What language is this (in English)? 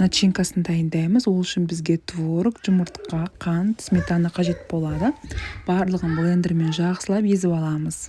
Kazakh